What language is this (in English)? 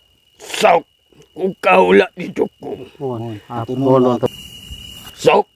Sundanese